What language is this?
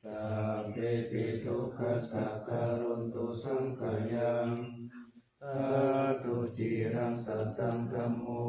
Pali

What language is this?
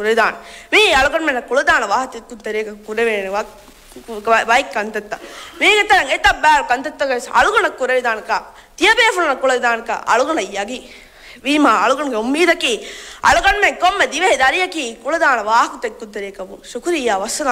Divehi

